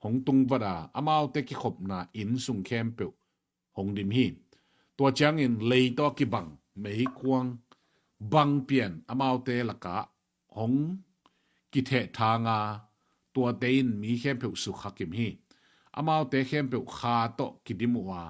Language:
Tedim Chin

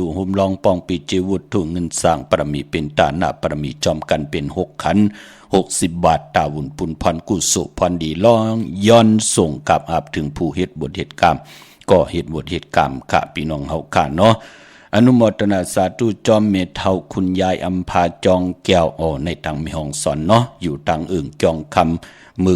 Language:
Shan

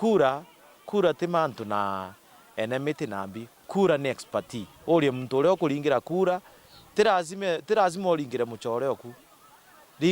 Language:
Meru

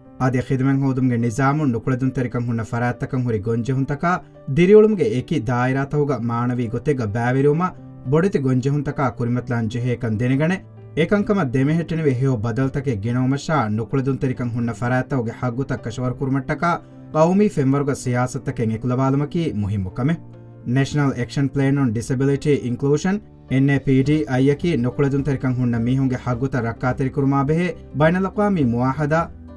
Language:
Divehi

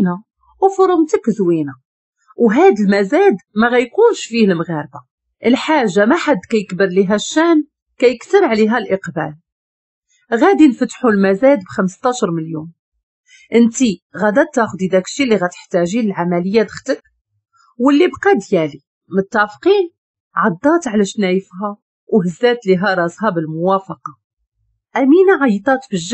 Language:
Moroccan Arabic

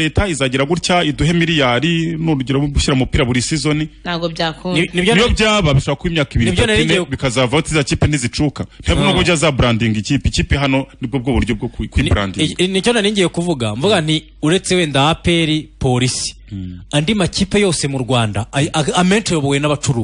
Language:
Kinyarwanda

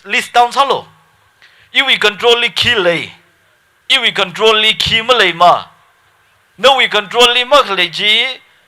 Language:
Tangkhul Naga (India)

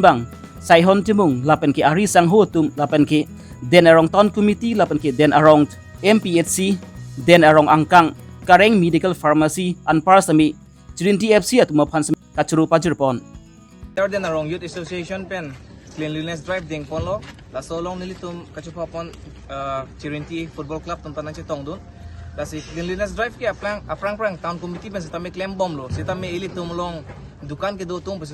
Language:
Karbi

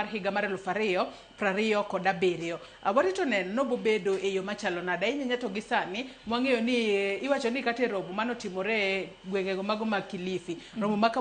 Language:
Luo (Kenya and Tanzania)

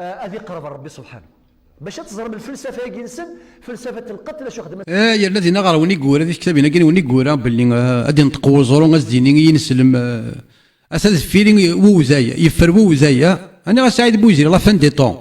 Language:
Kabyle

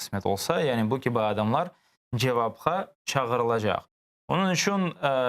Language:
Crimean Tatar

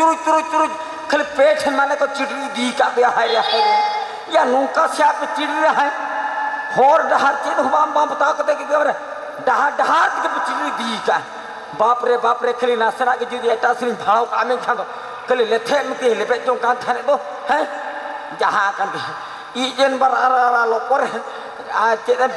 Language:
Santali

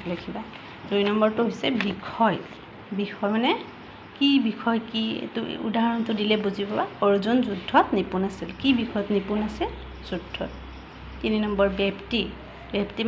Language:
Assamese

